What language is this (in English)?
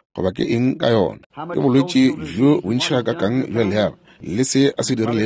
Northern Sotho